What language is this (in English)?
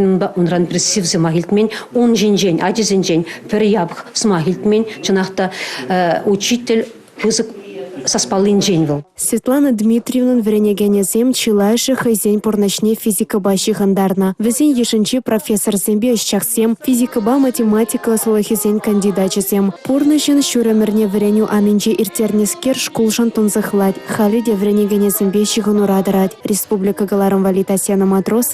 Chuvash